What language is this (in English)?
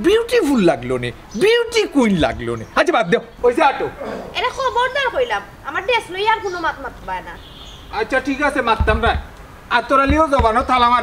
Sylheti